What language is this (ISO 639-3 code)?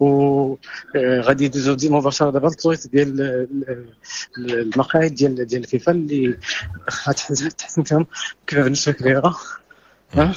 ary